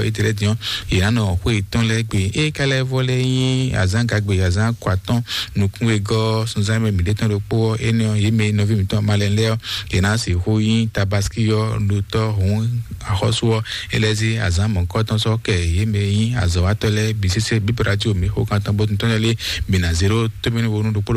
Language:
Fon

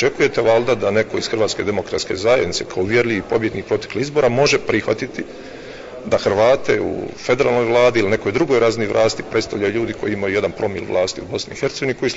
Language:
Bosnian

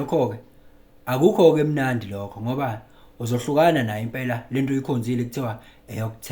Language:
Zulu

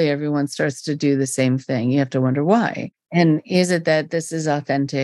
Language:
English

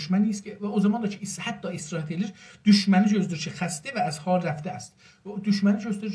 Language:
South Azerbaijani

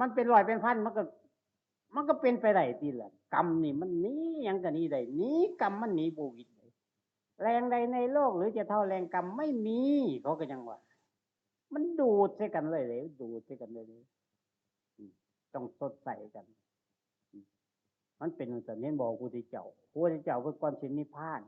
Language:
Northeastern Thai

